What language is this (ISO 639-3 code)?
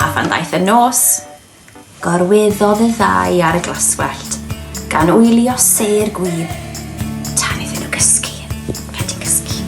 cym